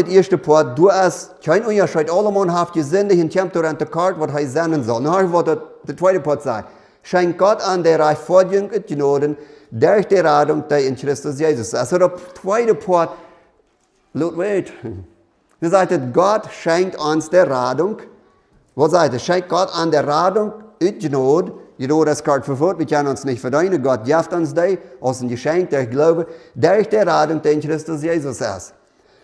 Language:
Plautdietsch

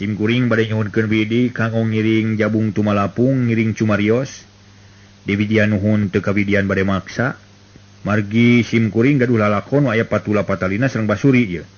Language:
Sundanese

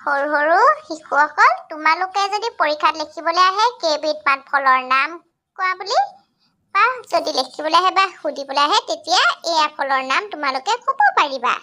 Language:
Assamese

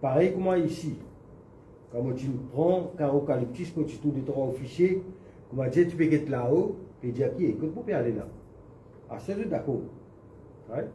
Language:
Morisyen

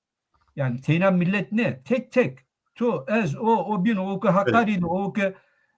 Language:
Zaza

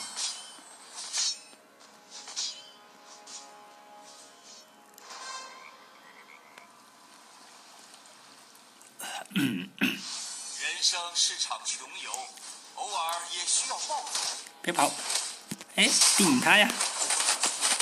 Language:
Chinese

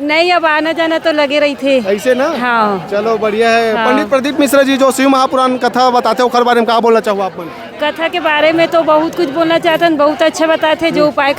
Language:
Chhattisgarhi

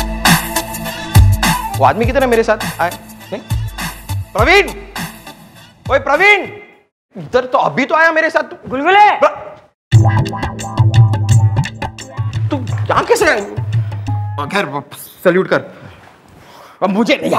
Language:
Hindi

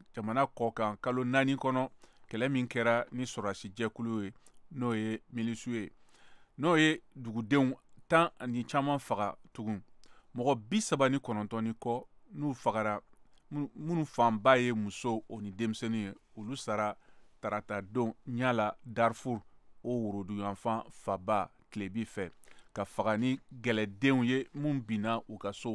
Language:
Bambara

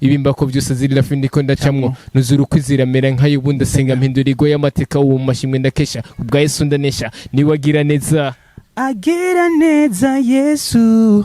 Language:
Rundi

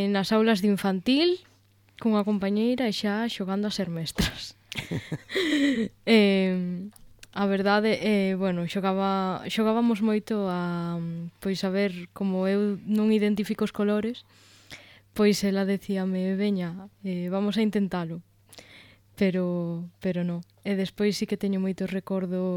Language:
Galician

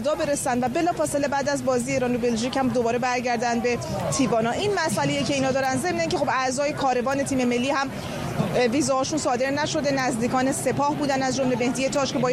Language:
Persian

